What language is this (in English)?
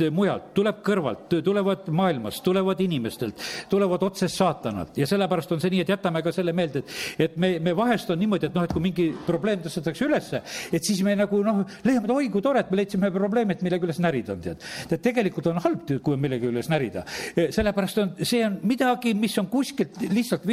Estonian